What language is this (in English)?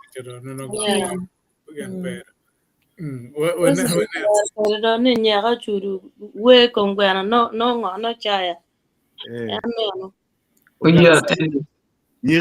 Acoli